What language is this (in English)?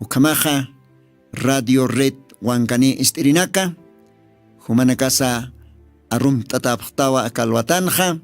Aymara